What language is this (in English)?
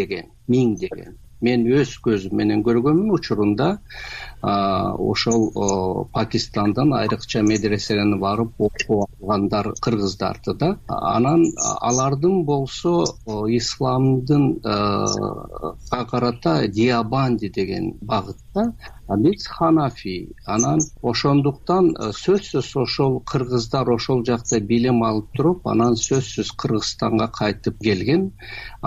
Kyrgyz